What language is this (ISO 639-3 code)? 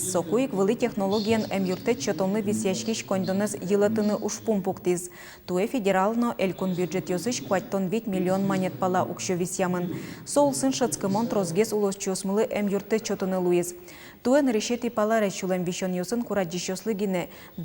udm